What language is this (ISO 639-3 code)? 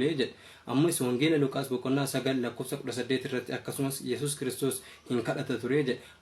orm